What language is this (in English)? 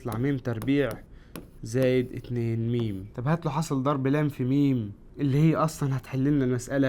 Egyptian Arabic